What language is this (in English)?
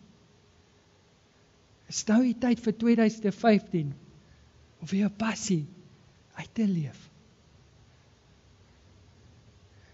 Afrikaans